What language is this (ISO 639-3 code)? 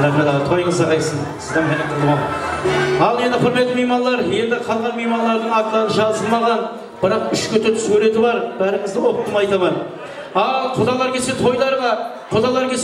kaa